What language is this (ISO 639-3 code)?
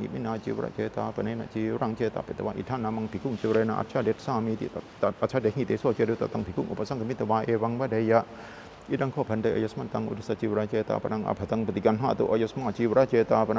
pli